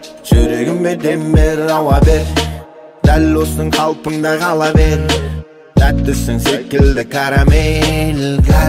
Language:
Kazakh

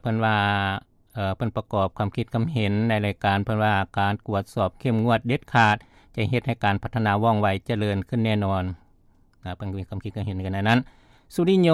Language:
Lao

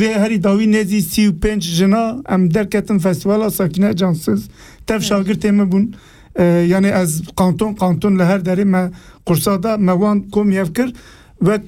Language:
Kurdish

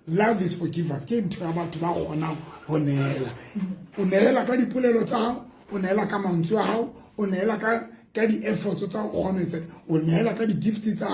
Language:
Southern Sotho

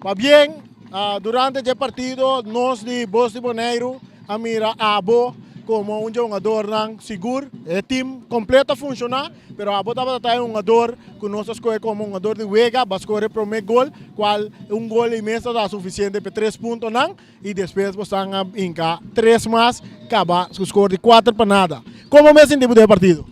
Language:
Papiamento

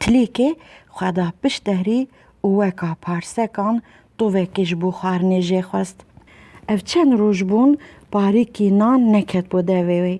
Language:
Kurdish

